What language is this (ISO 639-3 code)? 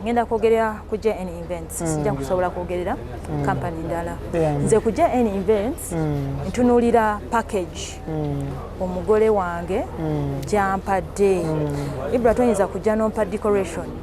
lug